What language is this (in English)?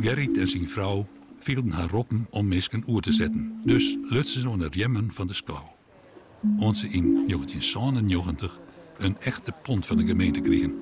Western Frisian